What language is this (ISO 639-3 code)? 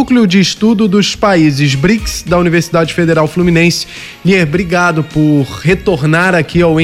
por